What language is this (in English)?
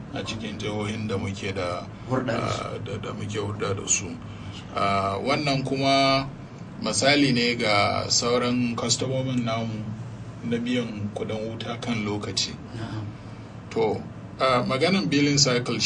Hausa